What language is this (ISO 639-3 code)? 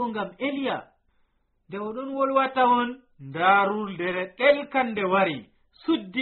fuv